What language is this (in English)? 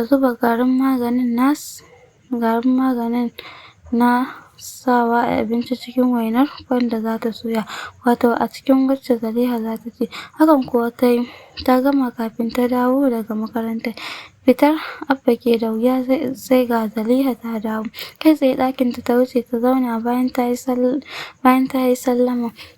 Hausa